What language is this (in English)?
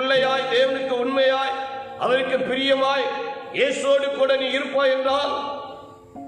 Tamil